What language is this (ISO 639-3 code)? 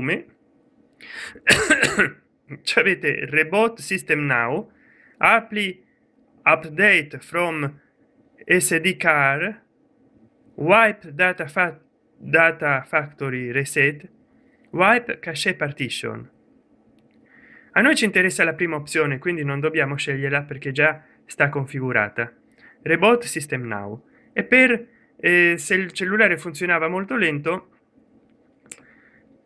ita